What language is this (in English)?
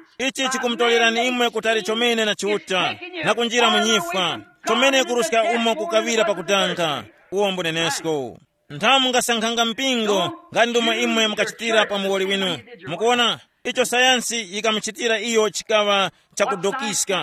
Tumbuka